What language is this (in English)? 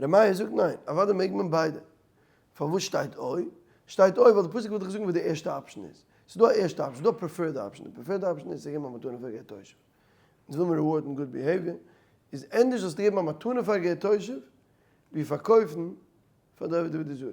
Yiddish